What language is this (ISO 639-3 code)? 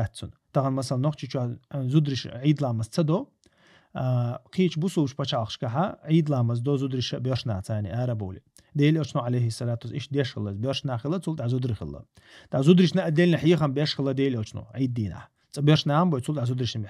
che